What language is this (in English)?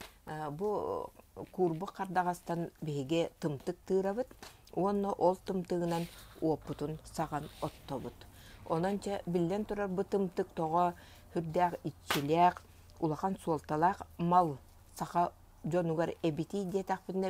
Yakut